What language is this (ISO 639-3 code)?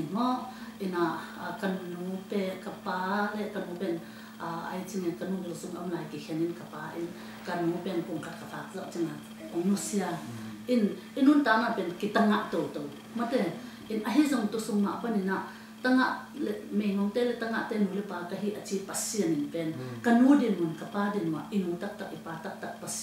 ctd